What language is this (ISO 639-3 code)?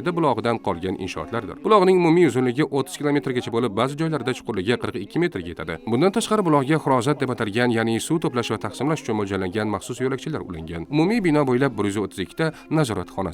uzb